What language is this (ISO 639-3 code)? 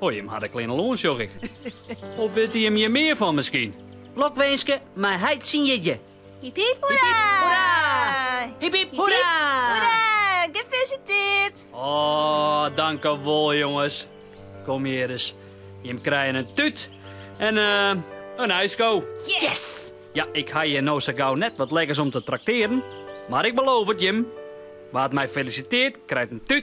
fry